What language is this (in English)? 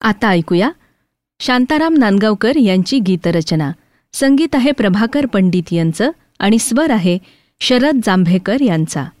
Marathi